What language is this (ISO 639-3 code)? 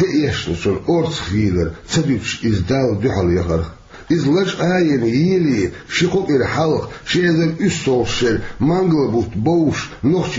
che